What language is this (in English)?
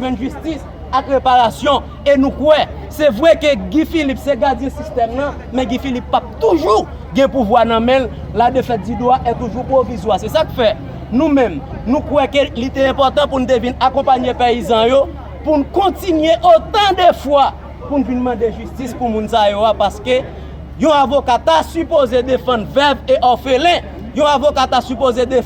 Haitian Creole